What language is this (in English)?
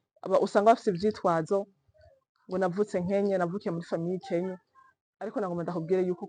Rundi